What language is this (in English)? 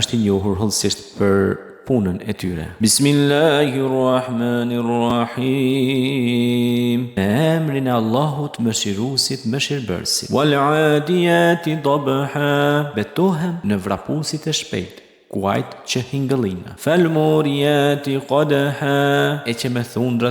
Albanian